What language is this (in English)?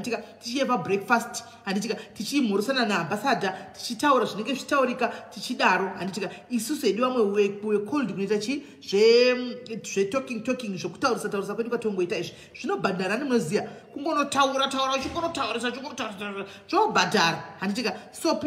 Shona